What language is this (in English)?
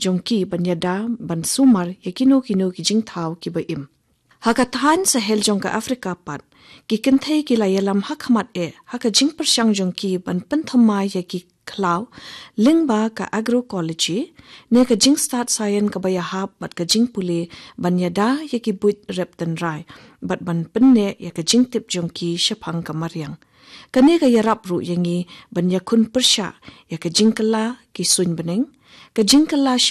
Khasi